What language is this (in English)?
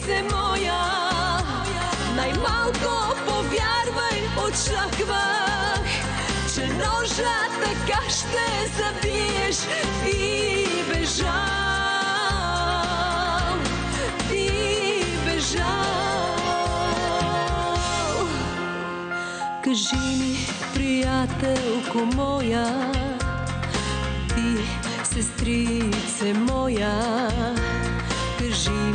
Bulgarian